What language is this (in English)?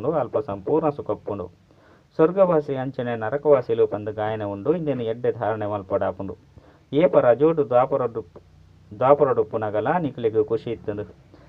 Tulu